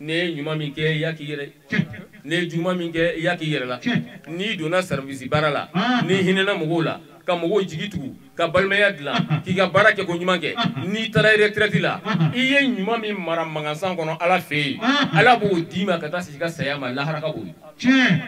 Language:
Bambara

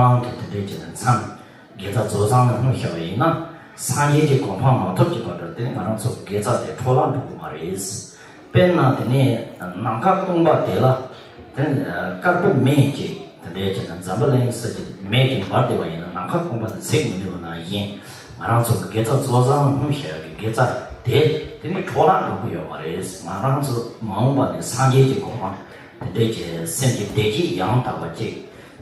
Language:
Tibetan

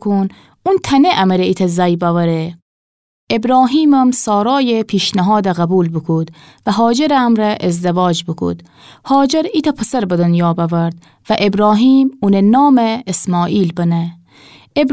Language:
Gilaki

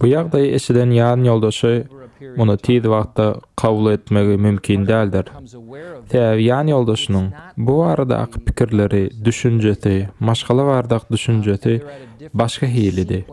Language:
Turkmen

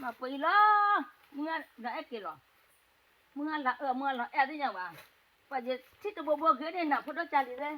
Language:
S'gaw Karen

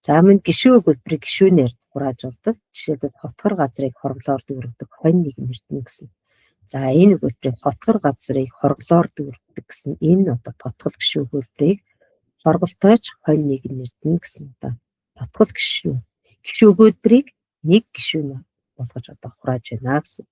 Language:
Mongolian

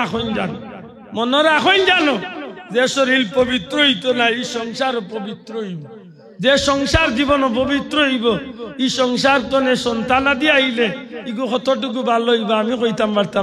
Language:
Sylheti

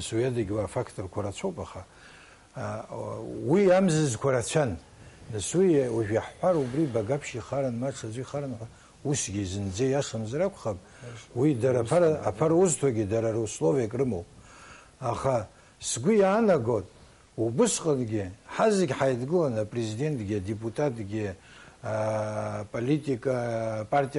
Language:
Abkhazian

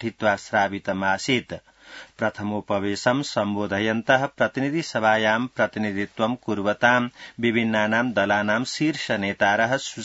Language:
Sanskrit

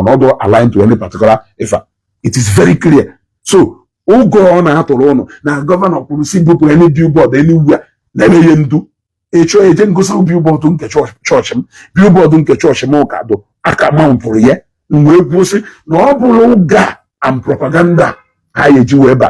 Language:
Igbo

